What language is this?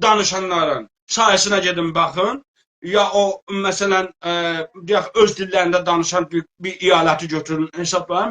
South Azerbaijani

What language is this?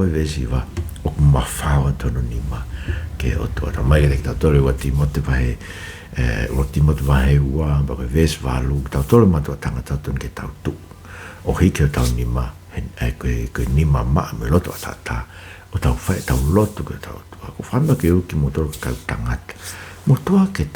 Tongan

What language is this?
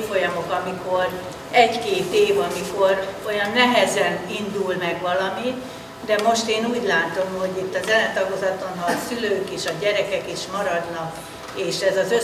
Hungarian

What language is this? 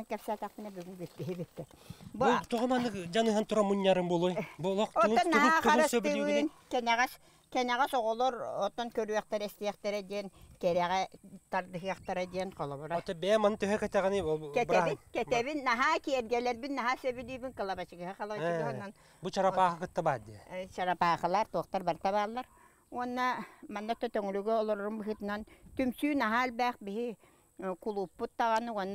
Yakut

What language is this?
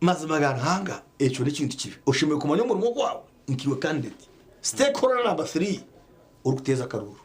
Nyankole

